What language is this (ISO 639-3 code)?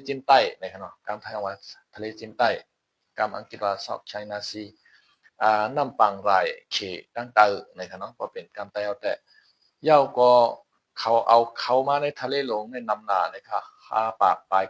shn